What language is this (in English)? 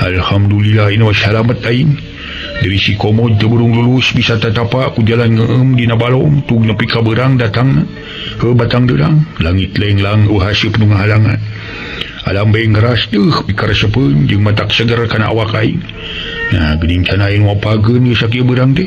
Sundanese